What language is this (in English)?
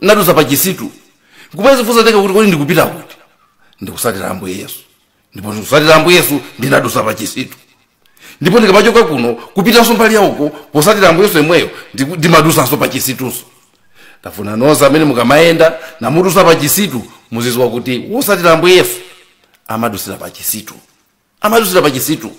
Nyanja